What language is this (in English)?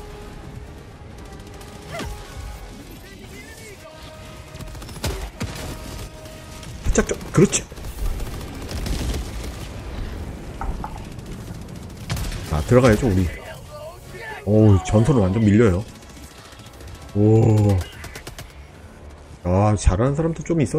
Korean